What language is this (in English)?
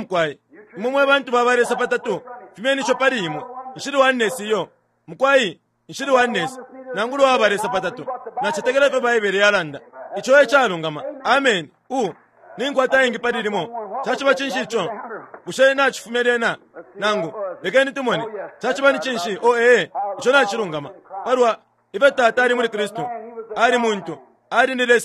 Bemba